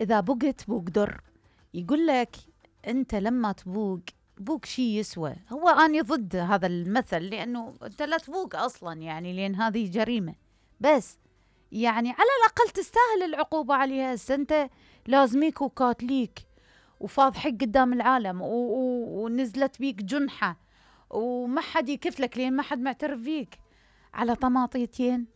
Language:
Mesopotamian Arabic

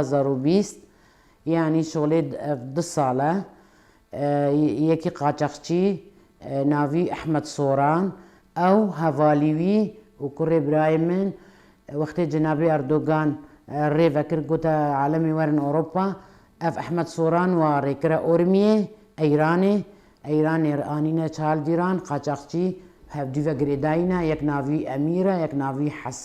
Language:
Kurdish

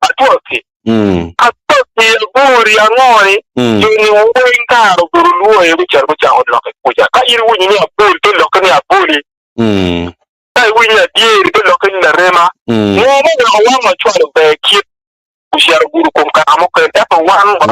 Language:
Acoli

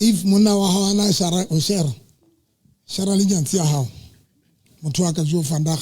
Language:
Southern Sotho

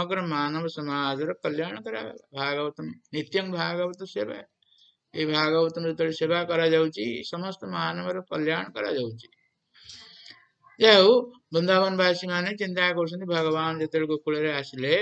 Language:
Odia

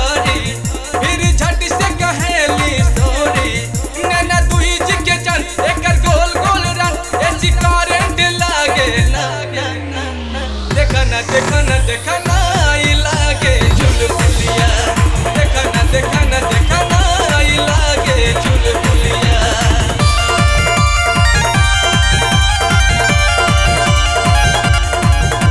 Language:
Bhojpuri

